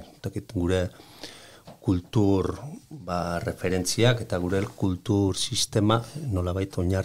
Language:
Basque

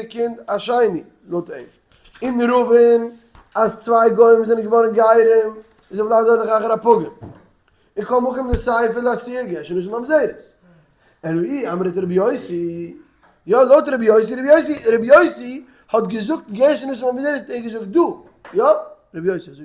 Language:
Yiddish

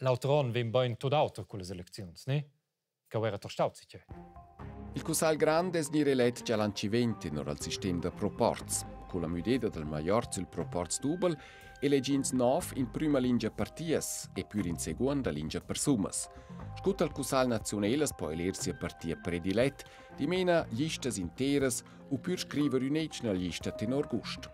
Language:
Romansh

